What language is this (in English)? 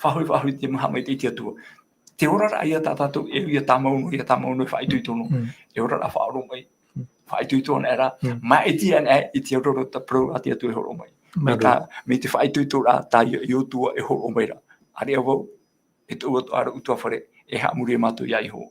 Tahitian